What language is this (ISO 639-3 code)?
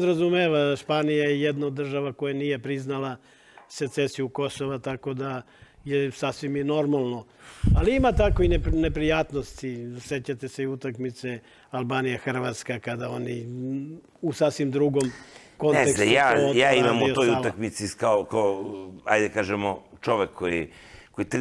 srp